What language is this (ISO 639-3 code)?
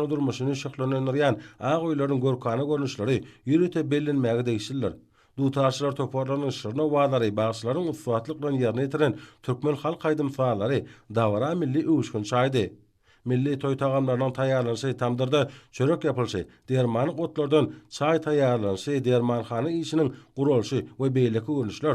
tuk